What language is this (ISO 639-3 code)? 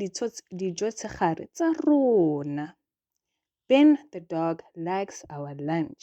tsn